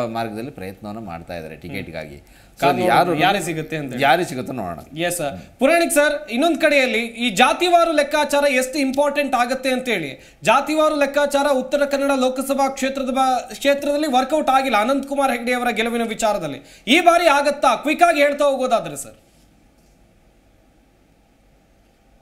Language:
Kannada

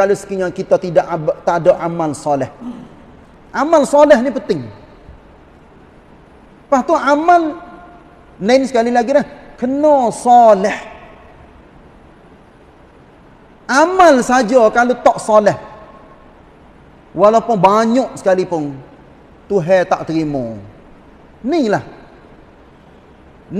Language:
Malay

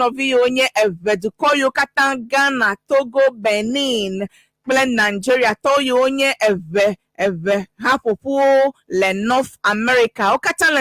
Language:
Ewe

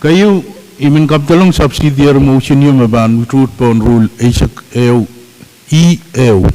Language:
Pohnpeian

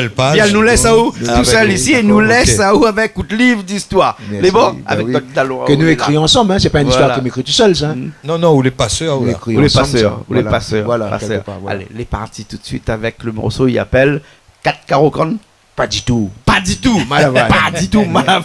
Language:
Réunion Creole French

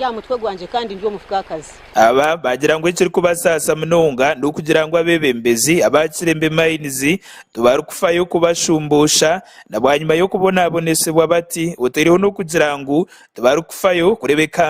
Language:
Nyankole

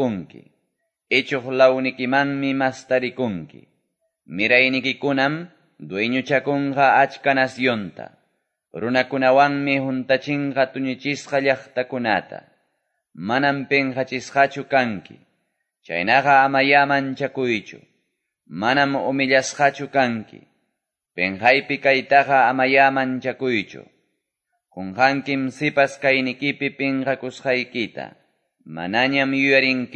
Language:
Quechua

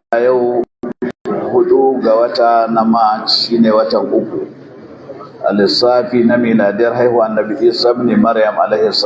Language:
Hausa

